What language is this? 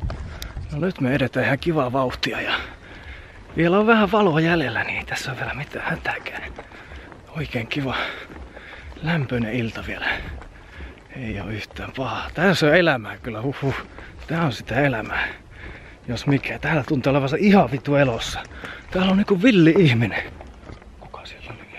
Finnish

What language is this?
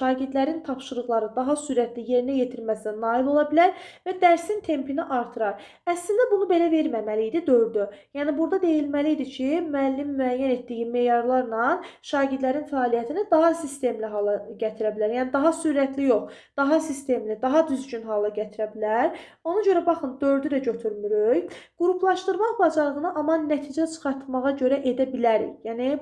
Azerbaijani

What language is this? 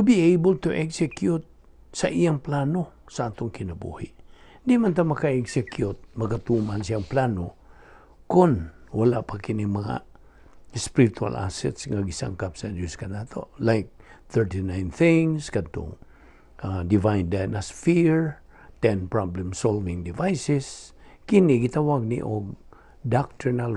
Cebuano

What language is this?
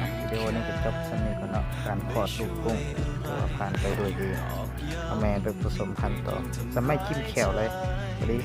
Lao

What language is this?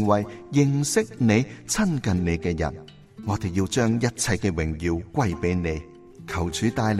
Cantonese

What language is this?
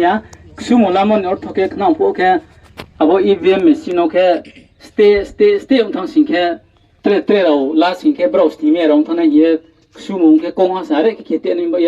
Riang (India)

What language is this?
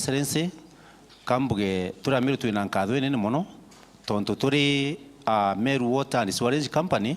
Meru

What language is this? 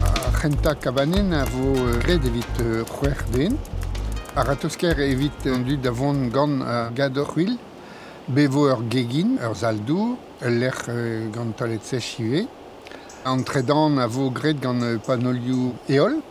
Breton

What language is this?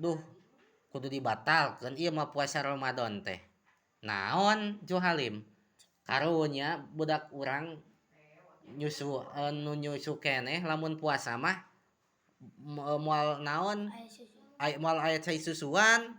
Sundanese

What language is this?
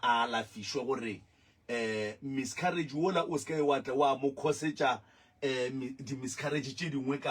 Northern Sotho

